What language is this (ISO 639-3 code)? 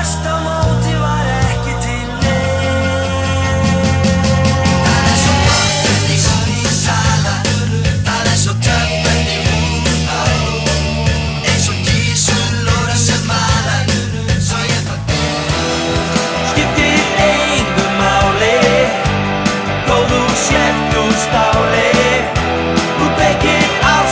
isl